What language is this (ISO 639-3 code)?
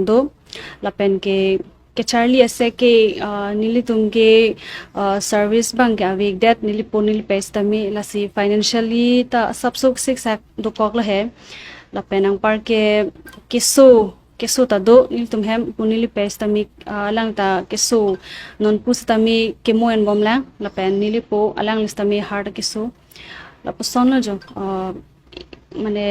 mjw